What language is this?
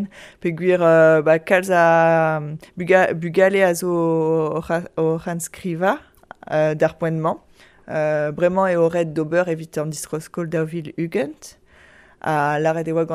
Breton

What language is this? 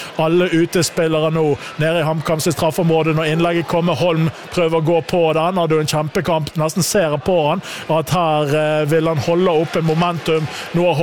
Norwegian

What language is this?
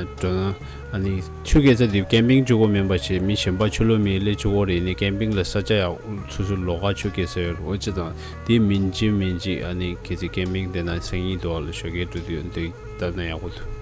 Tibetan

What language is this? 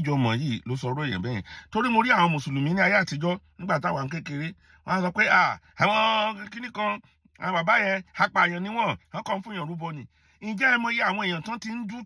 Yoruba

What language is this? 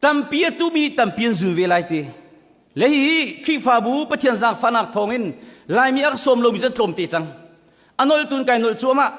Hakha Chin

